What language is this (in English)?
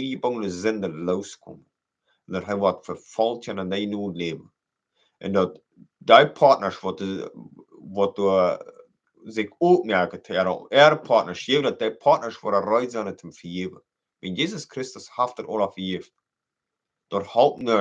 Plautdietsch